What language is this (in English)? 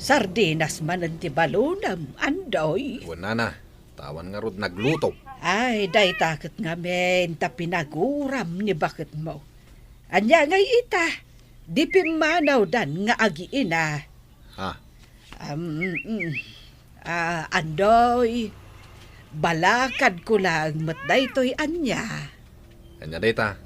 Iloko